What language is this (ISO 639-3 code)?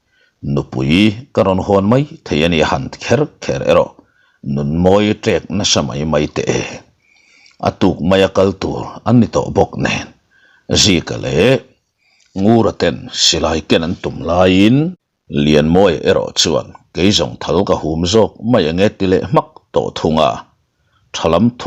lus